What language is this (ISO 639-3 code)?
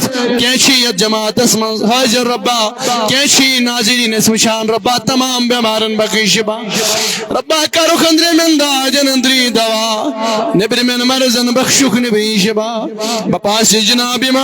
kas